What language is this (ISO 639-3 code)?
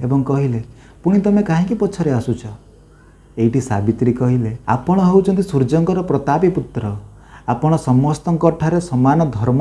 ori